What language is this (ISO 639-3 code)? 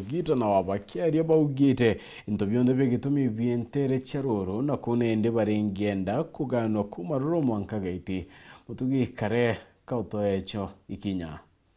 mer